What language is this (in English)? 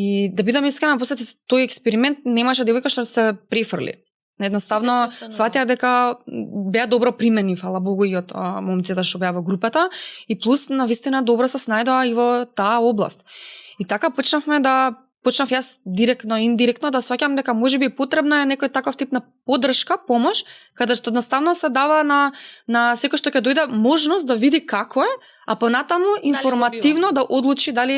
Macedonian